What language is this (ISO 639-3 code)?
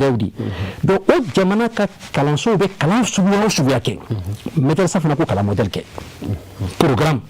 bam